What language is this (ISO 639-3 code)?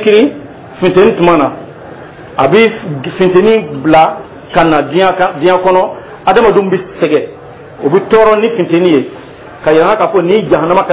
dyu